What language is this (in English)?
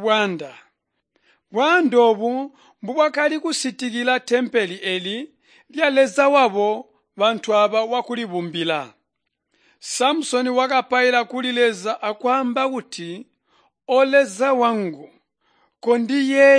Tonga (Zambia)